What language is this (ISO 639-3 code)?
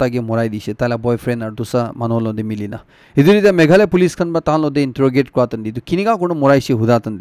nag